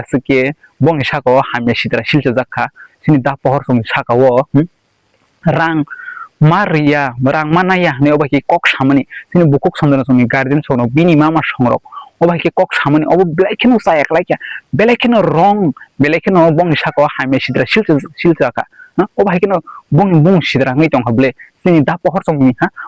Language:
Kok Borok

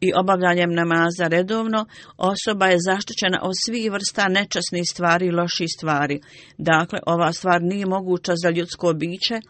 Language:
Bosnian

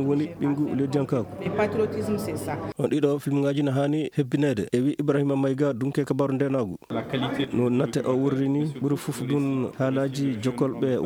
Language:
Nigerian Fulfulde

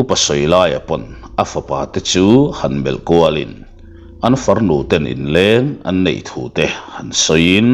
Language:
Mizo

